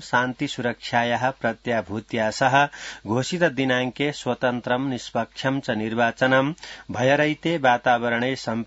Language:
Sanskrit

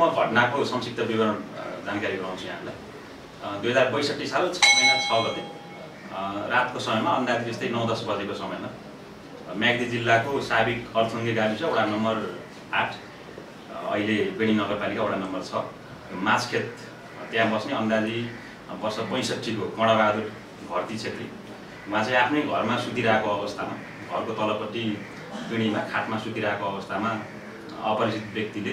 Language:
Nepali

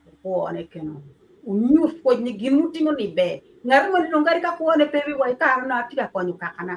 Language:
Acoli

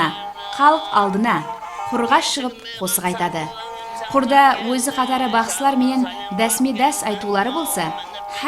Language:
Kara-Kalpak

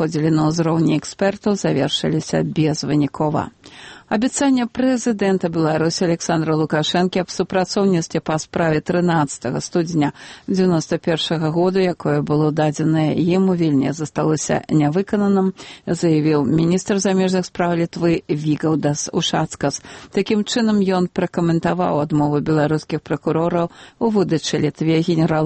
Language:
Belarusian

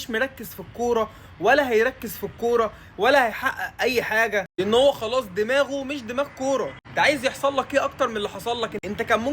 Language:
Egyptian Arabic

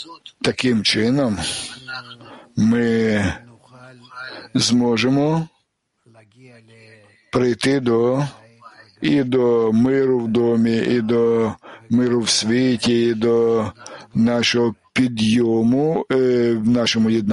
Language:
Ukrainian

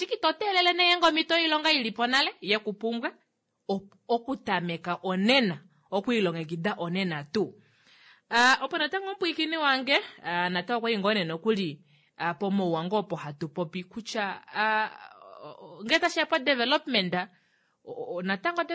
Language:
Kuanyama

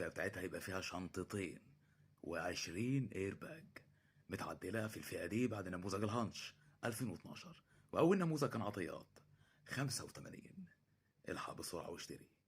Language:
Egyptian Arabic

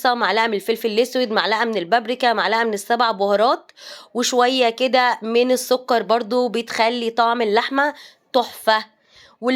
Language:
Egyptian Arabic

